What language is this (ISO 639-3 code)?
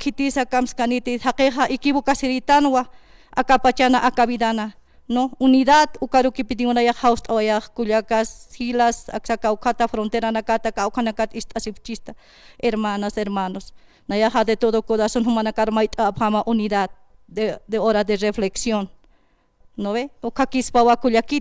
aym